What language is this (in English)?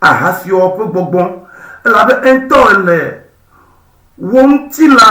Ewe